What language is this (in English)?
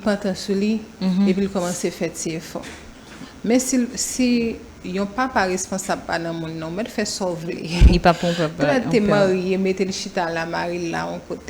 Haitian Creole